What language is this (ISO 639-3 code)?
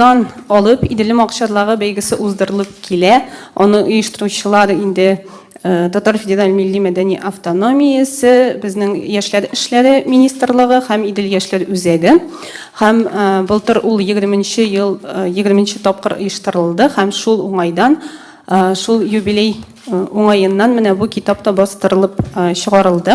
tat